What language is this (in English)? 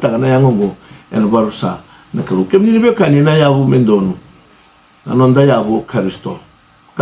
Fijian